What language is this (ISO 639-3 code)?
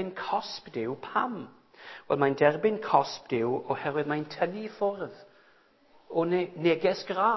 cym